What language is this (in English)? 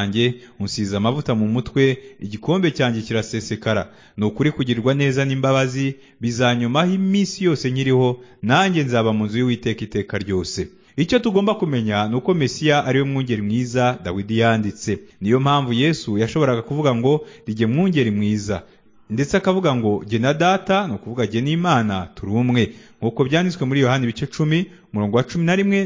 Kinyarwanda